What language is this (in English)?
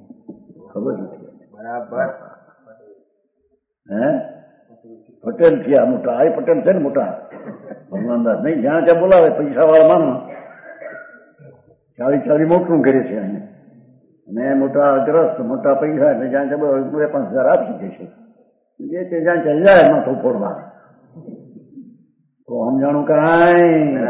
Gujarati